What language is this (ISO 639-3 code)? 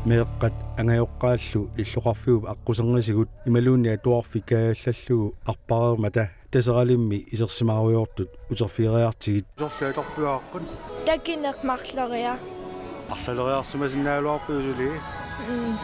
kal